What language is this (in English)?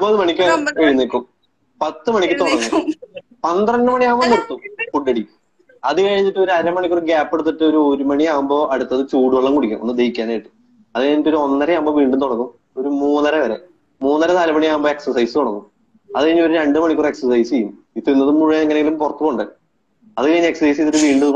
Malayalam